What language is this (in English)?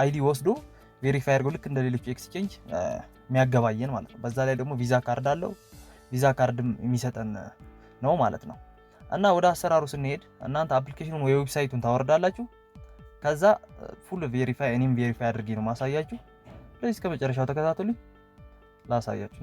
Amharic